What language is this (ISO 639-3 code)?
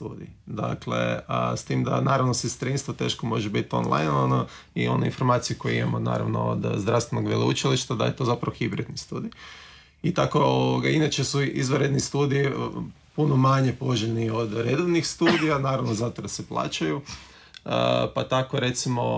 hrv